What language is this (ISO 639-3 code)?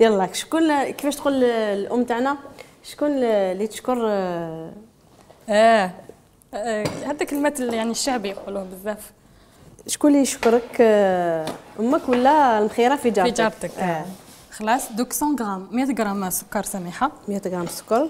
arq